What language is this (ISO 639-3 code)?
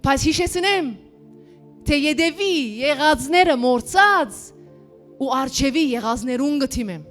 hyw